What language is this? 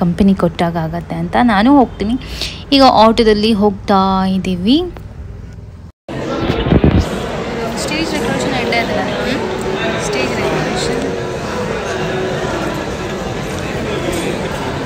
Kannada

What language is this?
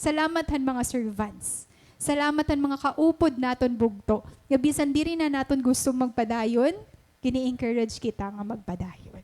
Waray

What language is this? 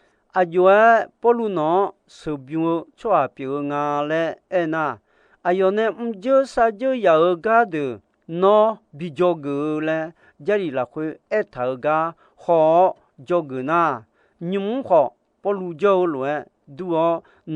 Akha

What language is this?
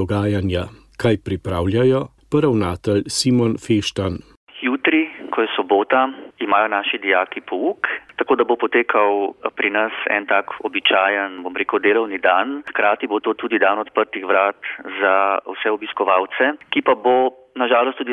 Slovenian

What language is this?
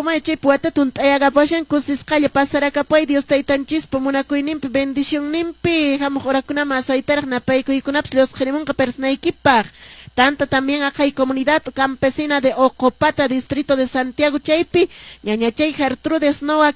Quechua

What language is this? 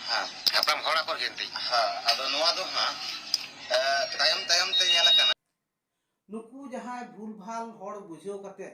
Santali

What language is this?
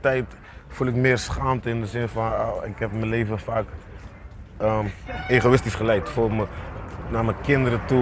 Dutch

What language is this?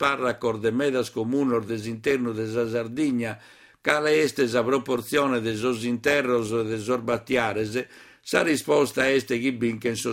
Sardinian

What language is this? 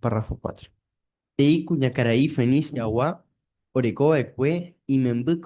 Guarani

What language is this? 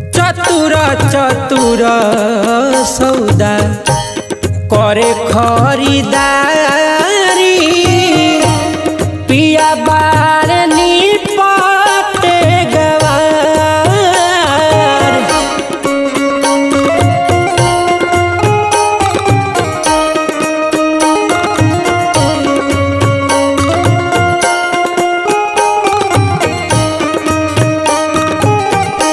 Bhojpuri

